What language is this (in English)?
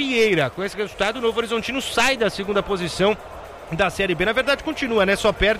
Portuguese